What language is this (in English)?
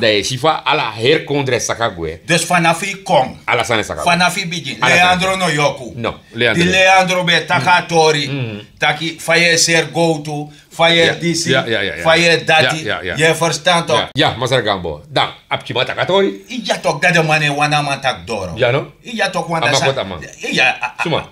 Sranan Tongo